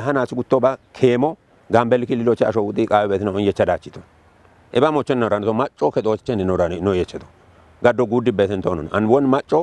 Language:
Kafa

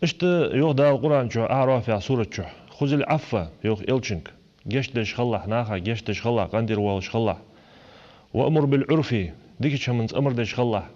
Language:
Ingush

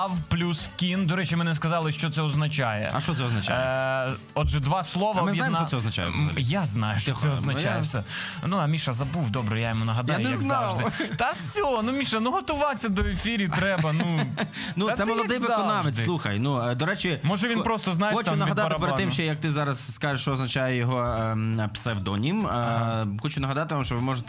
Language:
Ukrainian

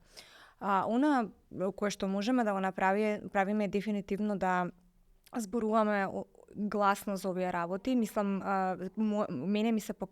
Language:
Macedonian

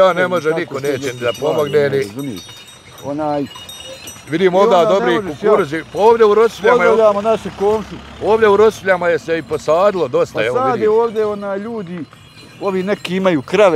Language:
Bosnian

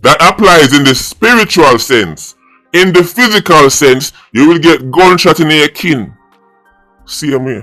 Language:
Jamaican Creole English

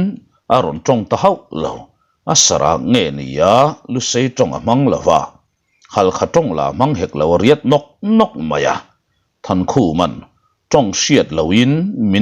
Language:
Mizo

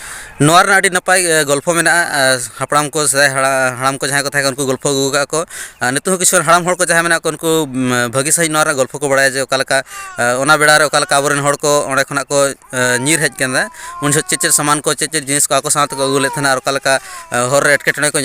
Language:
Santali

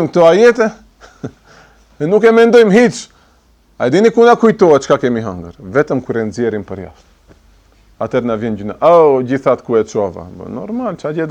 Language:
Albanian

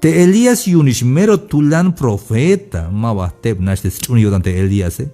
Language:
Tzeltal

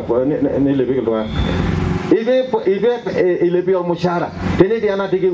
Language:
Masai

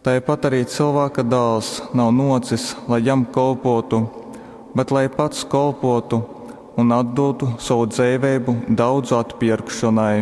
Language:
Latgalian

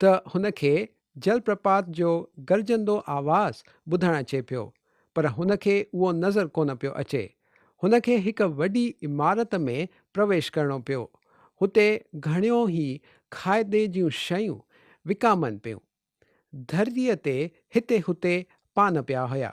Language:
Sindhi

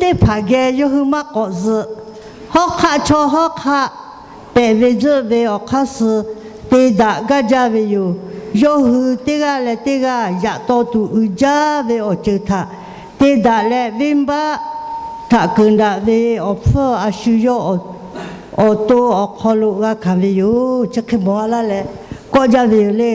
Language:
Lahu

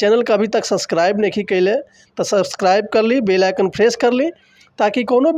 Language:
Bhojpuri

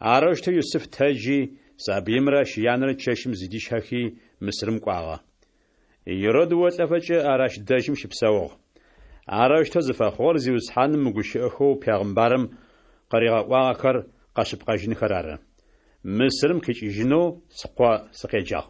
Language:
Adyghe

